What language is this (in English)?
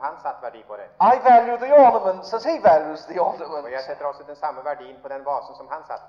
Norwegian